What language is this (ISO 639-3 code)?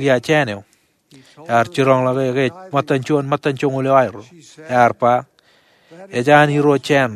mah